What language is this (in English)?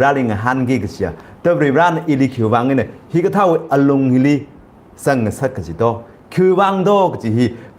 Tangkhul Naga (India)